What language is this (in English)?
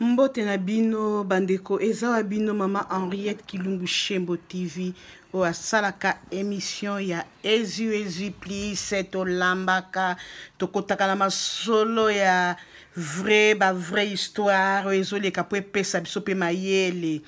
Lingala